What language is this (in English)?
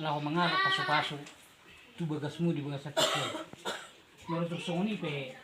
Batak Toba